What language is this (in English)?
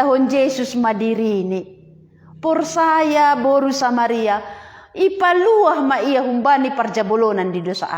Batak Simalungun